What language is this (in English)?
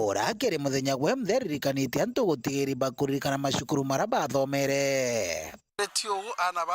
Meru